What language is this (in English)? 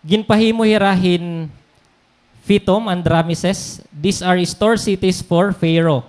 Waray